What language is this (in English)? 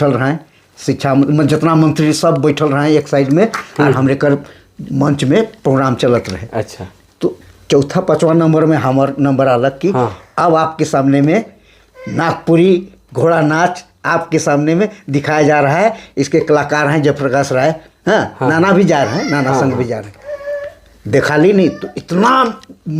Sadri